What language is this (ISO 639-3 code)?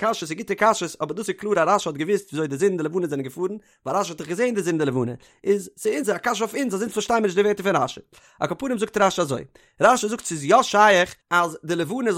yid